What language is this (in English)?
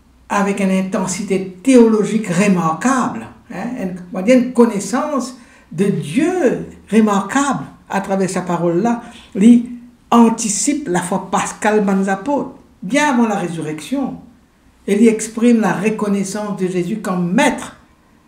Morisyen